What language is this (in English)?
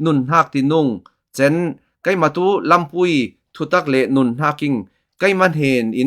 Falam Chin